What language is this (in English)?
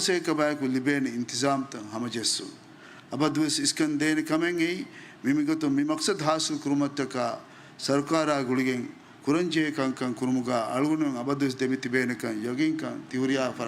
Divehi